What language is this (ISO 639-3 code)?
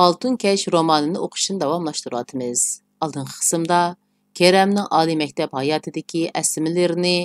uig